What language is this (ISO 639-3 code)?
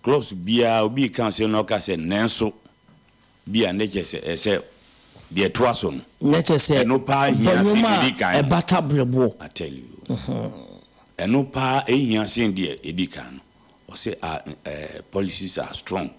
aka